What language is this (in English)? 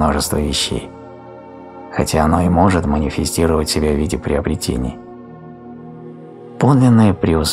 Russian